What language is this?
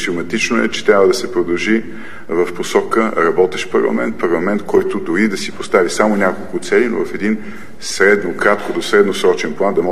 Bulgarian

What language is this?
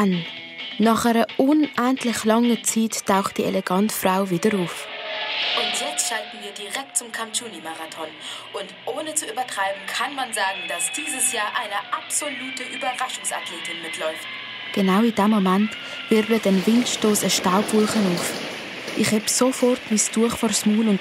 Swiss German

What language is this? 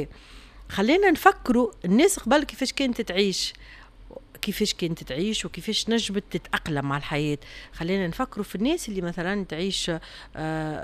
Tunisian Arabic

